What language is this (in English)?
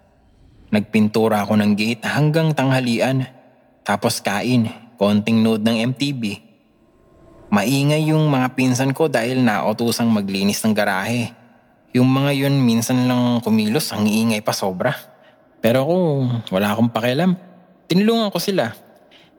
Filipino